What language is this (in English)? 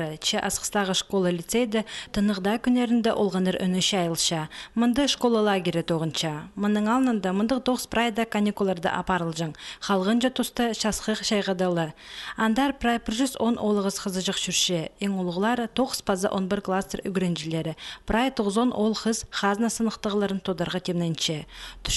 Khakas